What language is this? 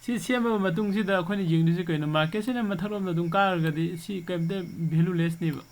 Manipuri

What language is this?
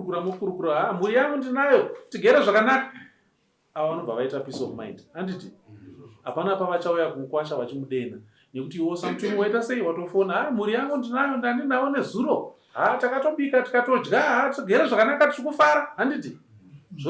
Shona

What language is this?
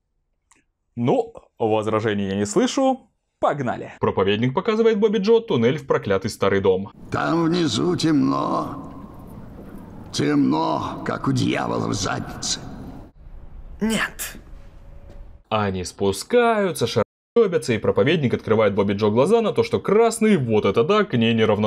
Russian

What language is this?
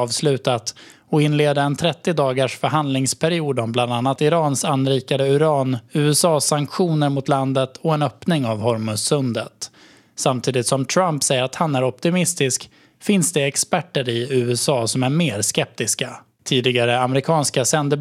Swedish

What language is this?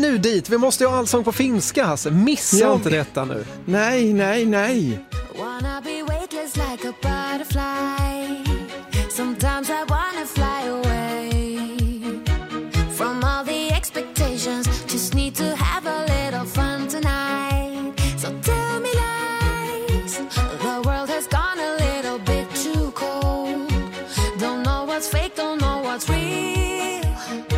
Swedish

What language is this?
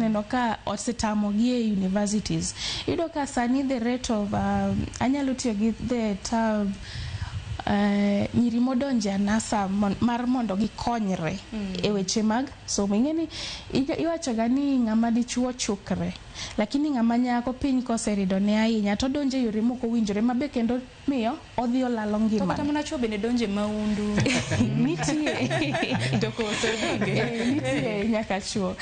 Luo (Kenya and Tanzania)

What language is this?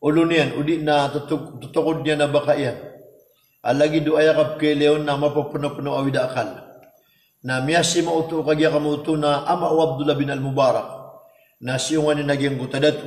Maranao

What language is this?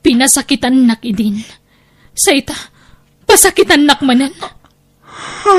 Iloko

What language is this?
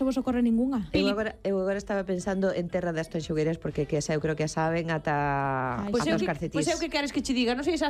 Galician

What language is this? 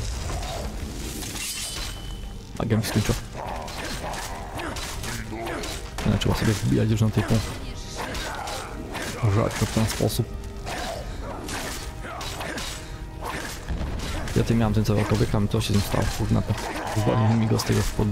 Polish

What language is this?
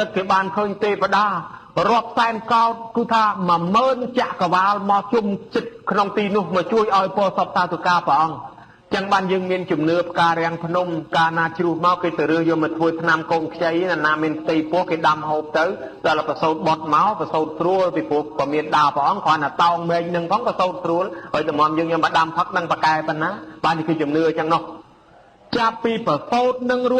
Khmer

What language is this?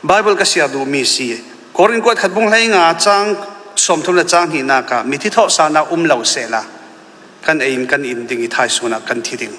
Falam Chin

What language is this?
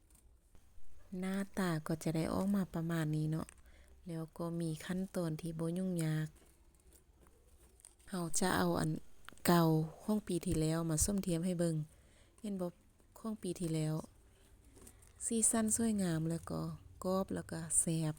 Lao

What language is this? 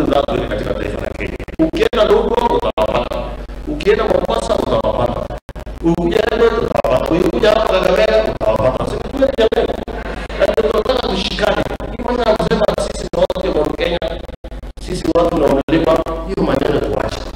Swahili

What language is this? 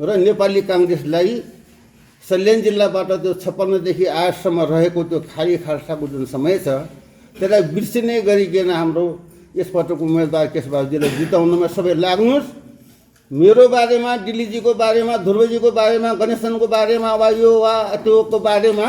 Nepali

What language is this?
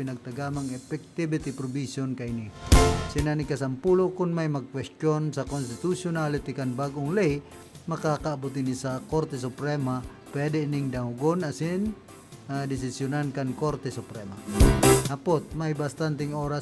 Bikol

